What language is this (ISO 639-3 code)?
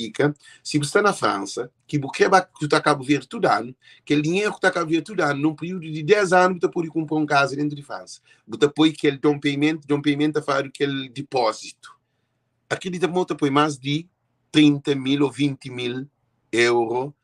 kea